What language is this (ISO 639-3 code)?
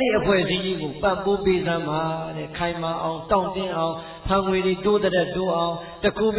mya